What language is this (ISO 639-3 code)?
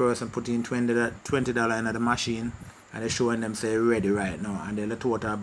jam